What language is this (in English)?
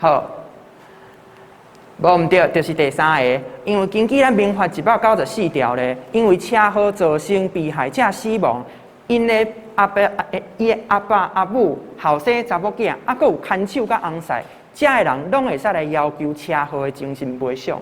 Min Nan Chinese